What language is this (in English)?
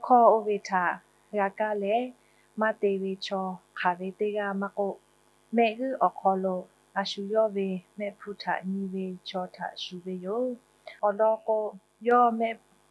Lahu